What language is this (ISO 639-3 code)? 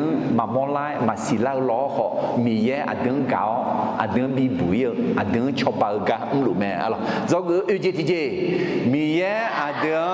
ahk